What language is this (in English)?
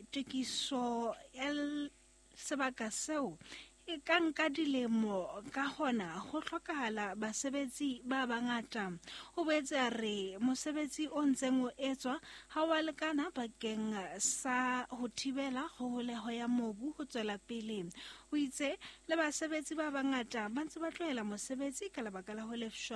Southern Sotho